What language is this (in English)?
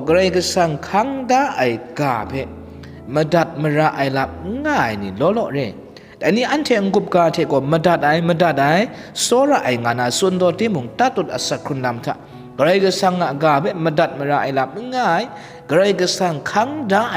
Kachin